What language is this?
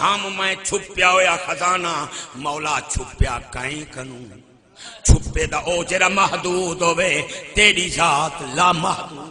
Saraiki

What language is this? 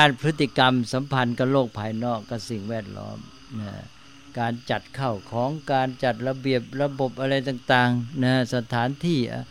Thai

